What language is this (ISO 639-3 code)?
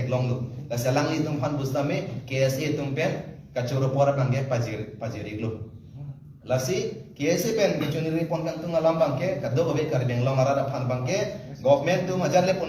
mjw